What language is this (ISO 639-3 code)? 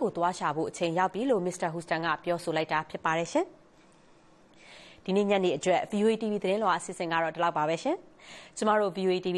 mya